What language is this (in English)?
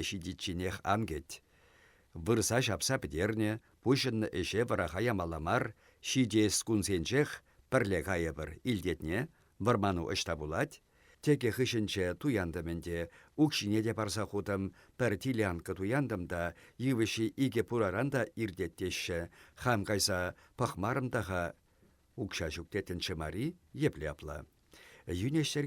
Chuvash